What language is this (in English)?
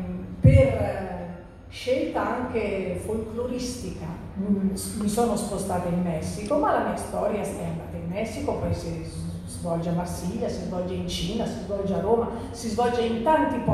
Italian